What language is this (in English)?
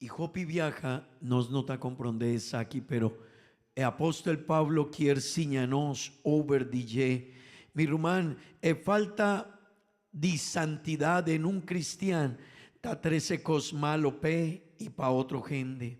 Papiamento